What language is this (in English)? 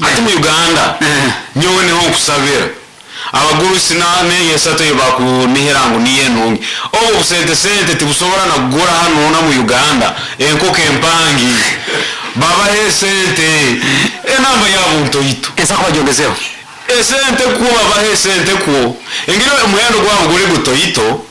Nyoro